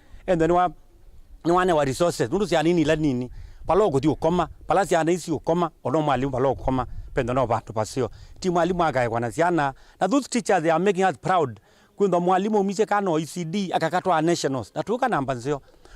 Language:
Kamba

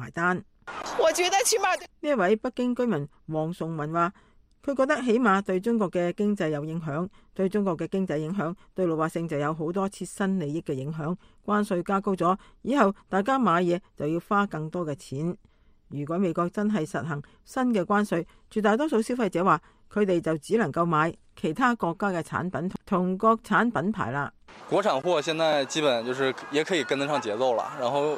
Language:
Cantonese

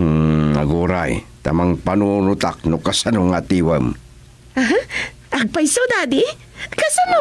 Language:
Iloko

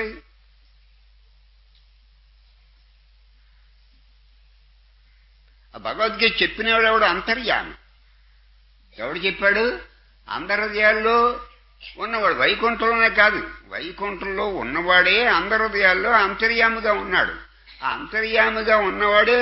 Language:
Telugu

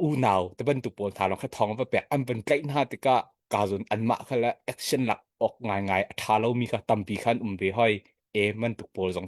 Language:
Hakha Chin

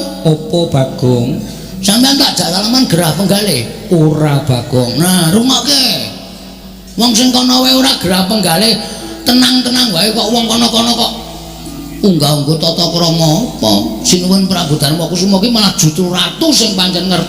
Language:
Javanese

